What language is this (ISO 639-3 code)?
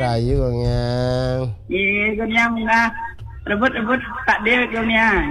ban